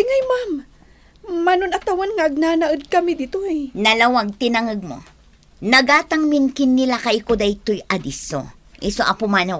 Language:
Iloko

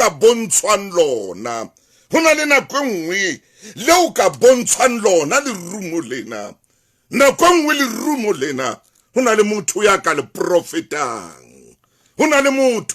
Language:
Southern Sotho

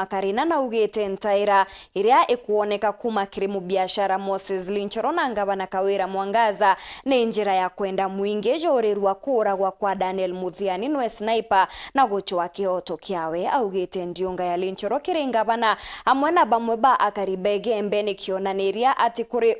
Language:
Meru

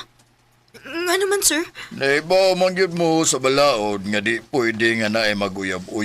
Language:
Cebuano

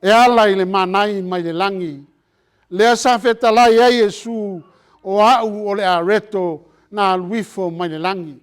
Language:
Samoan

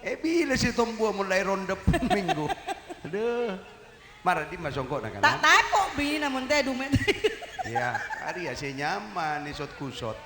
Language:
Madurese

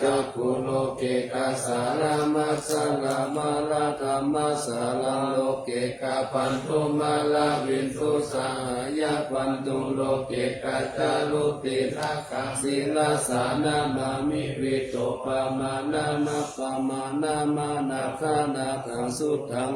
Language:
Pali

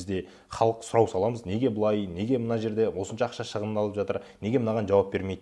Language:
Kazakh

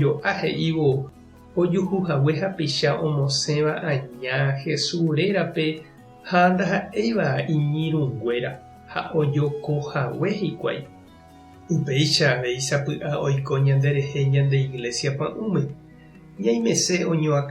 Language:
Guarani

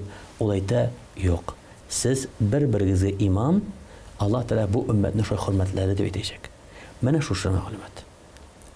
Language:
Tatar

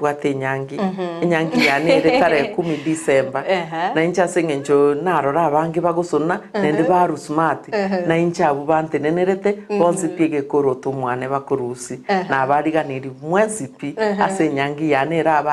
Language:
Gusii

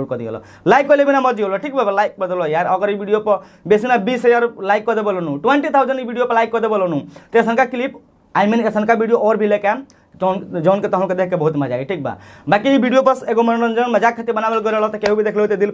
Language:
Bhojpuri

